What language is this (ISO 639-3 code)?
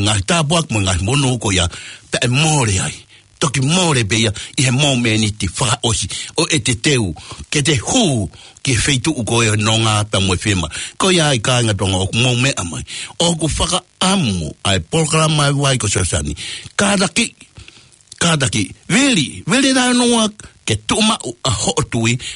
ton